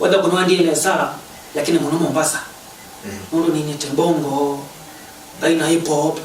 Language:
Kamba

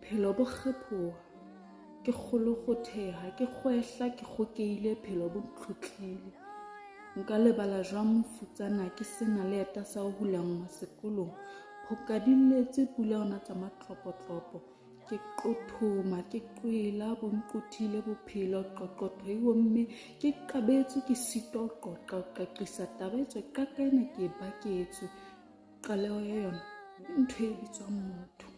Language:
Southern Sotho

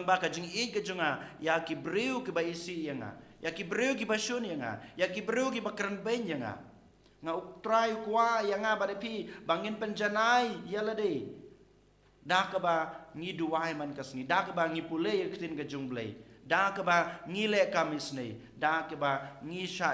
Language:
Khasi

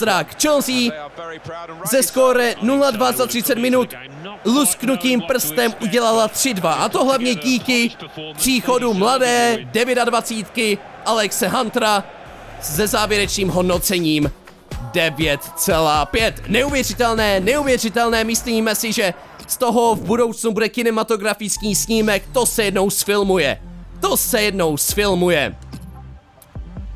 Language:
Czech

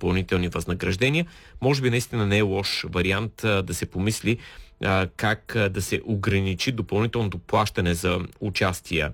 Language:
Bulgarian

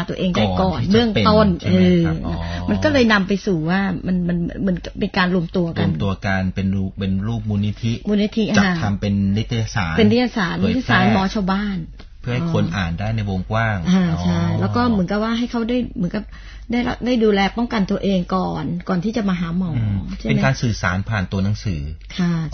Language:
Thai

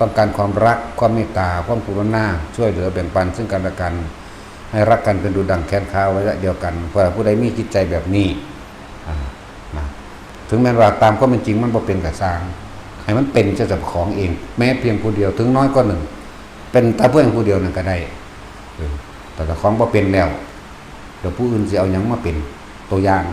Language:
Northeastern Thai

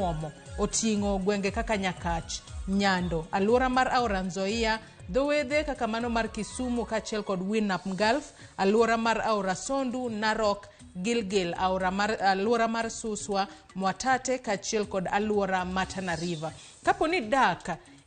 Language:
Luo (Kenya and Tanzania)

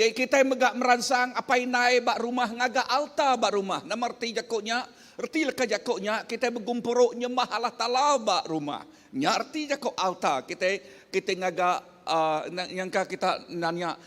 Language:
Iban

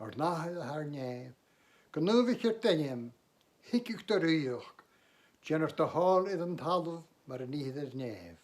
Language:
Scottish Gaelic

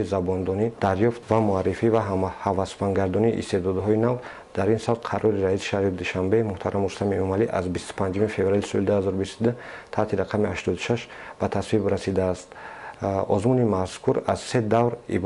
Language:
Tajik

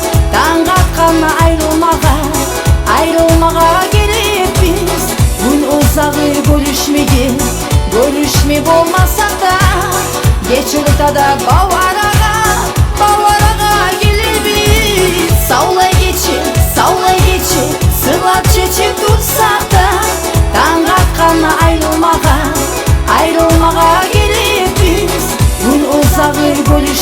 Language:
Kumyk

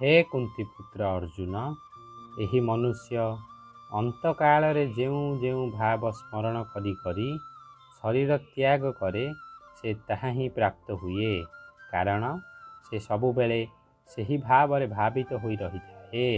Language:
Odia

